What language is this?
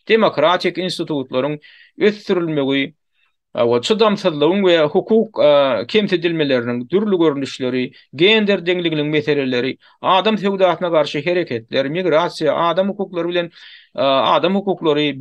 Turkmen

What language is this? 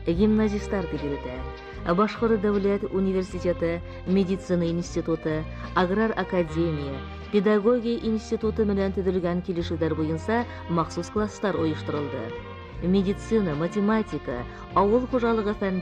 Bashkir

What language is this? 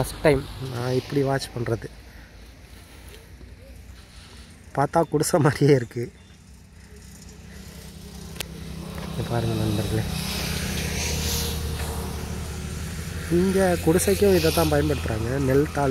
Tamil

